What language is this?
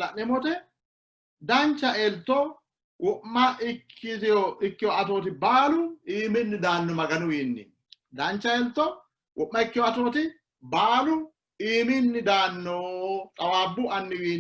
Sidamo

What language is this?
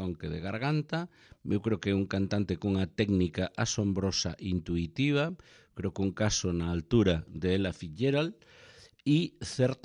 Galician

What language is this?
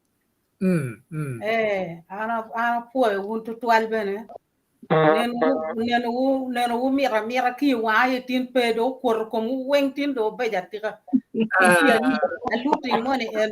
Acoli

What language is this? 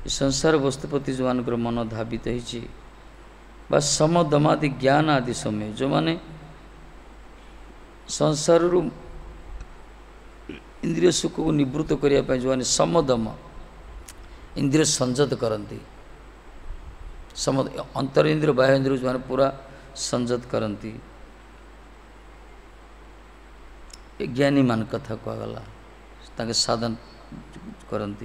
Odia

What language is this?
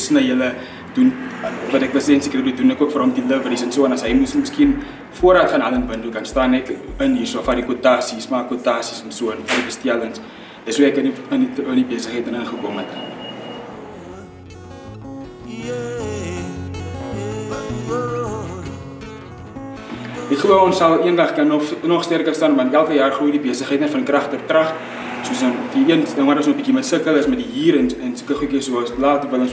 Afrikaans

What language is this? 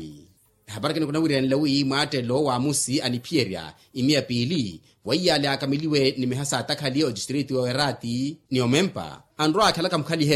Makhuwa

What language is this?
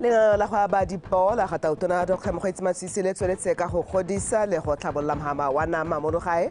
Tswana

